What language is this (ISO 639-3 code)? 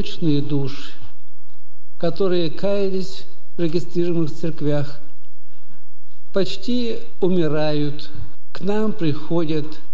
rus